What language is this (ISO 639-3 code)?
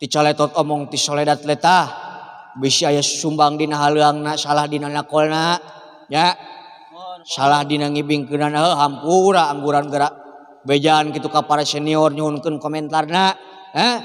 sun